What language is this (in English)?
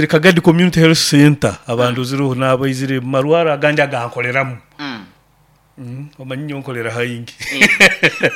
Nyoro